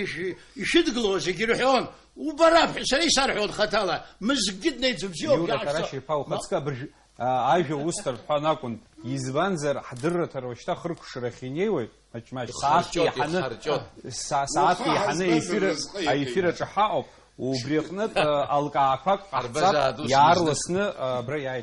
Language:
Abkhazian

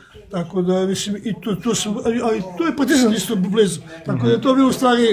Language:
Serbian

